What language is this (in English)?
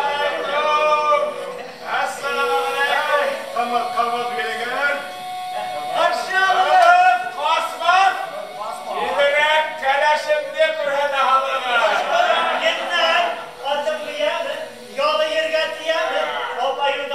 Bashkir